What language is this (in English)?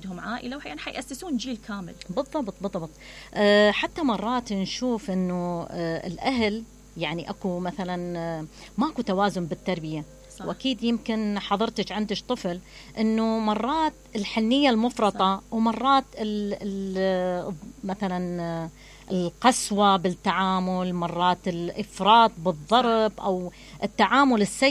Mesopotamian Arabic